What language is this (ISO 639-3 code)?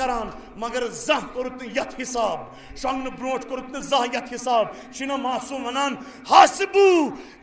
kas